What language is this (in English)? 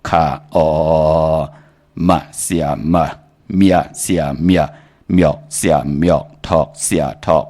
Shan